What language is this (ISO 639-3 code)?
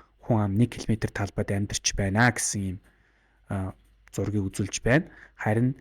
mon